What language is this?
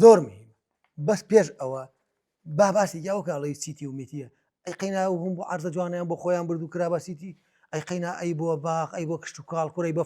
Central Kurdish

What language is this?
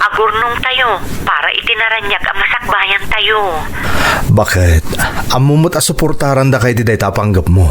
Iloko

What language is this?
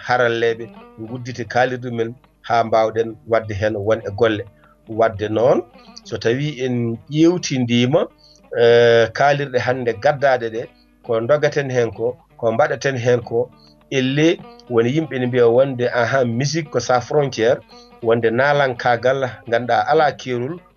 Fula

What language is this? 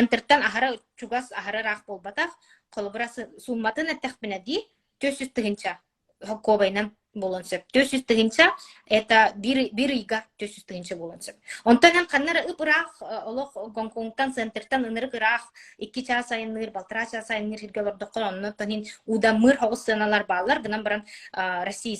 Yakut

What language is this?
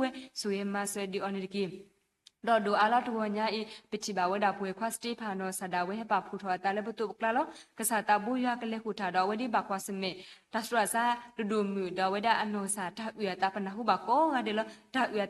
S'gaw Karen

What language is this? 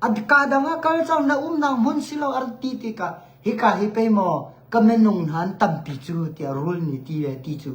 Hakha Chin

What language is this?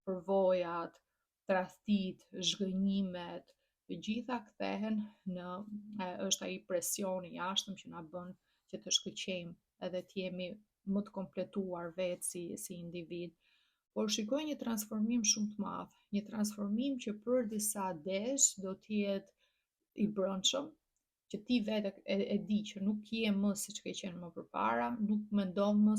Albanian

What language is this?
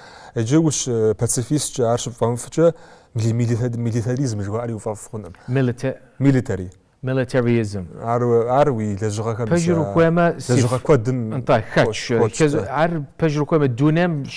Kabardian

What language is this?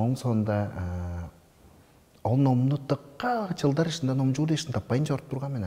Tuvinian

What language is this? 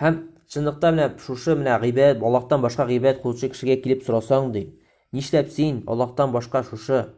Tatar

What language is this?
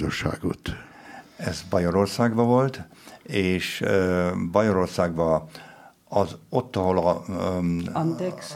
Hungarian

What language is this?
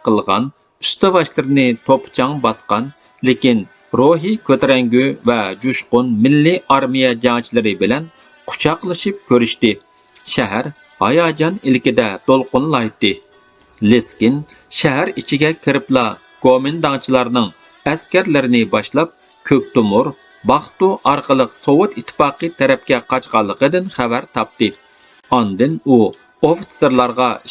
Uyghur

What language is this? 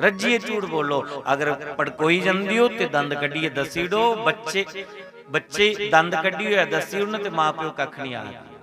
Dogri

